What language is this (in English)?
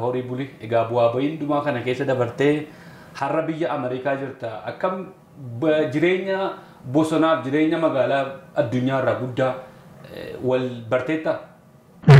Oromo